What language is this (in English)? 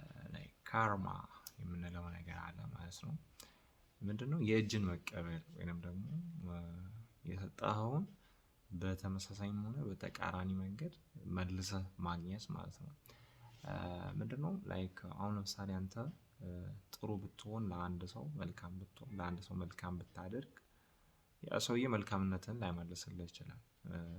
Amharic